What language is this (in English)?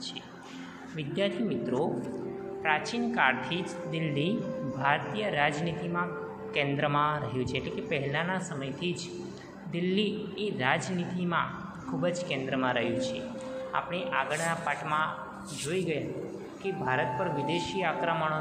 Gujarati